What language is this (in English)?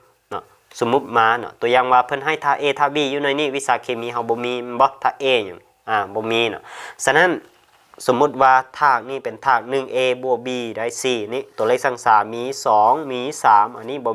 Lao